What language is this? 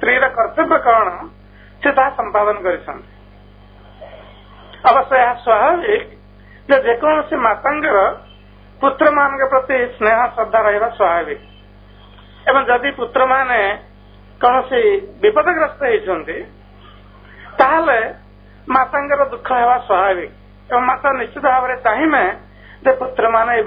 Odia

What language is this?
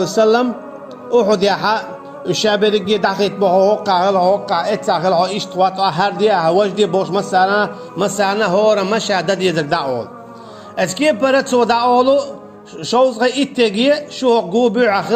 Chechen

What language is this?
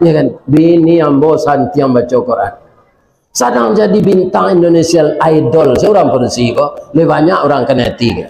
Minangkabau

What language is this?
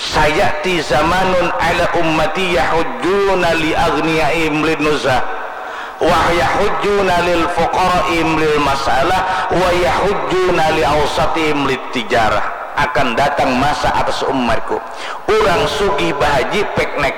Banjar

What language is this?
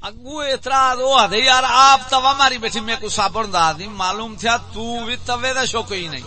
Saraiki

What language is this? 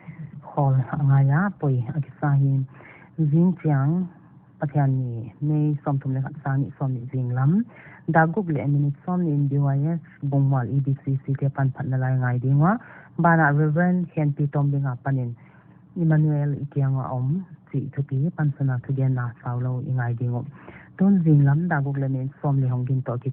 Paite Chin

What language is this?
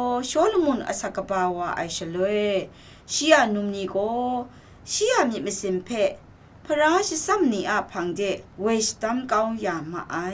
Kachin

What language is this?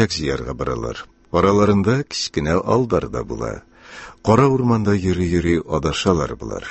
Tatar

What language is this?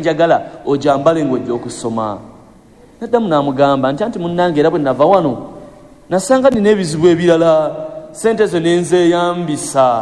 Ganda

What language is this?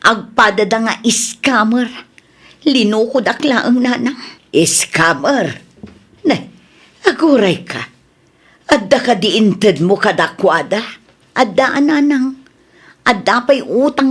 Iloko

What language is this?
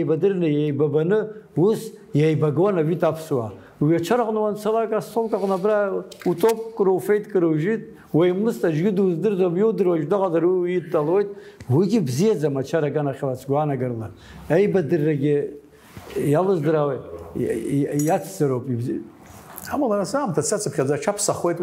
Abkhazian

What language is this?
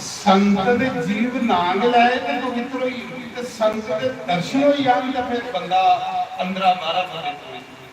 Dogri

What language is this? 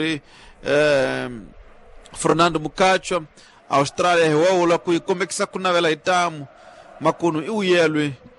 Tsonga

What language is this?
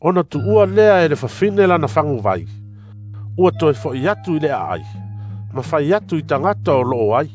Samoan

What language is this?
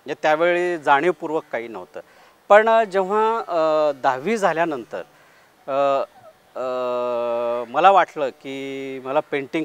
Marathi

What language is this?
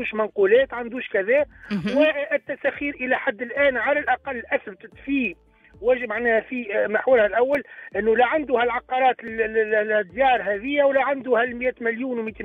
Tunisian Arabic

